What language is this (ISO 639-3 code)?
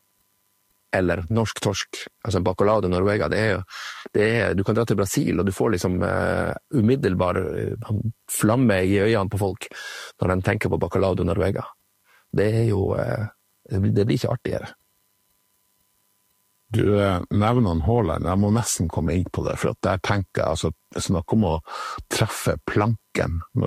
nor